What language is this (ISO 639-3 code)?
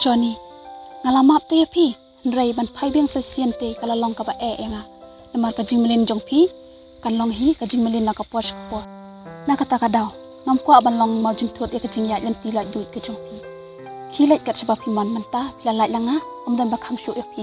kha